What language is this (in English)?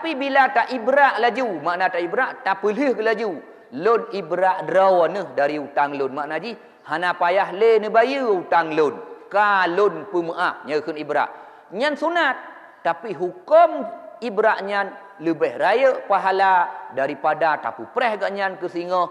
Achinese